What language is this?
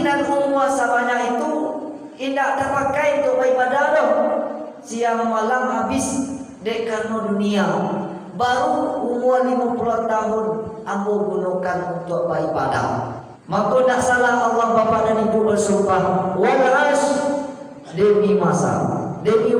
Minangkabau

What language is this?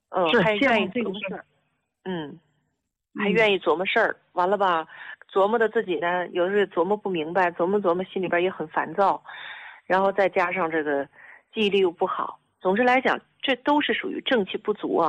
Chinese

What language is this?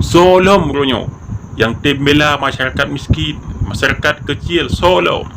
Achinese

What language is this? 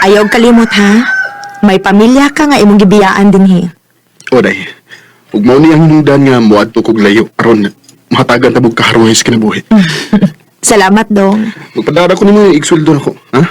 Cebuano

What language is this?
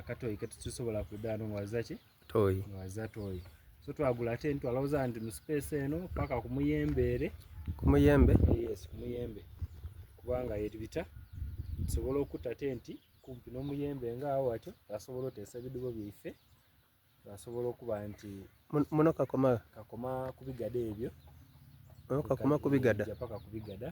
Soga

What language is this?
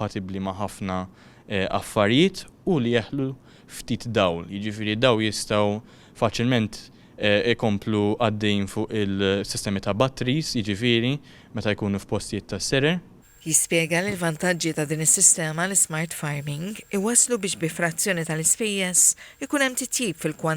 Maltese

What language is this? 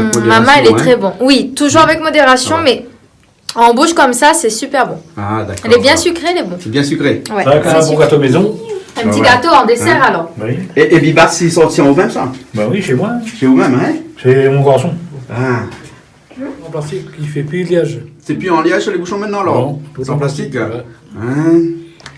Réunion Creole French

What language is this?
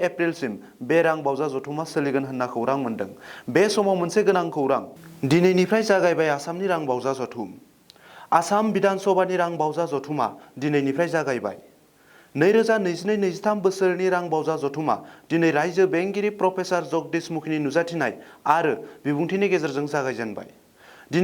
Bodo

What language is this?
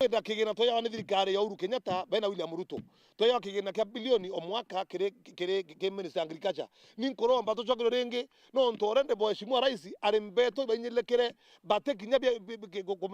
Meru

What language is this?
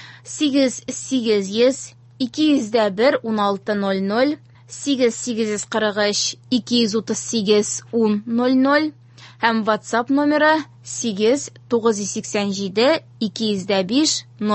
Tatar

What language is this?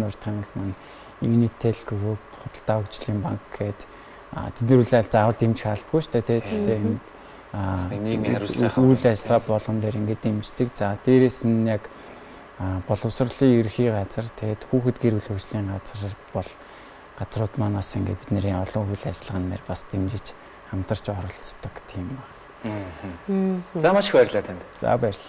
Mongolian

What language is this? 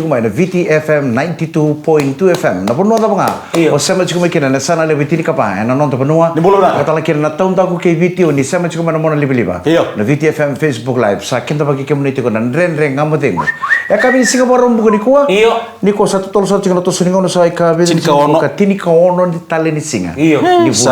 Fijian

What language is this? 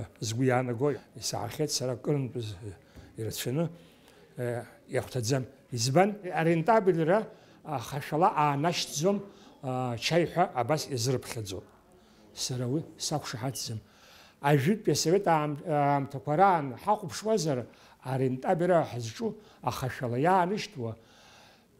Abkhazian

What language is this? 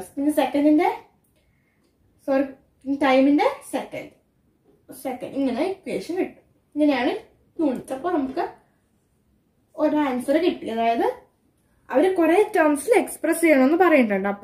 Malayalam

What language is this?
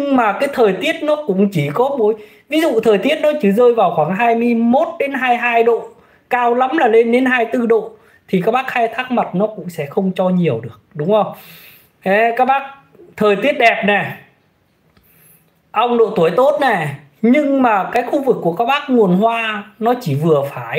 Vietnamese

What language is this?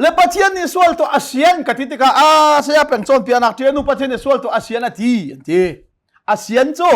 Hakha Chin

